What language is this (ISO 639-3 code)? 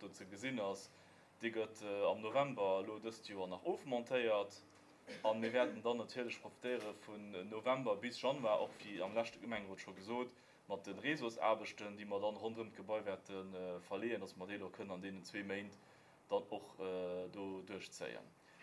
ltz